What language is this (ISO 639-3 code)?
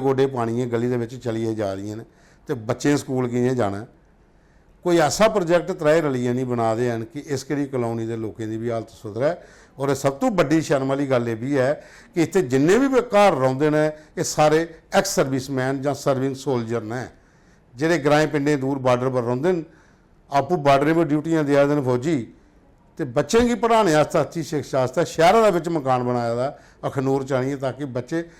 doi